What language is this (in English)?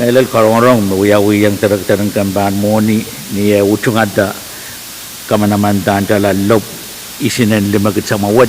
Pohnpeian